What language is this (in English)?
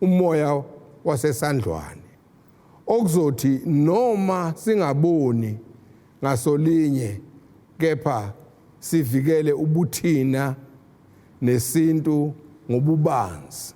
Zulu